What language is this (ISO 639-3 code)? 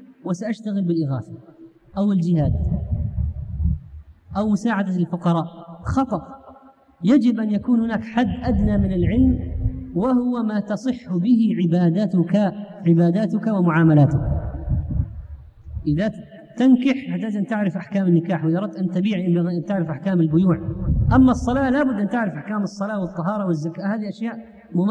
ara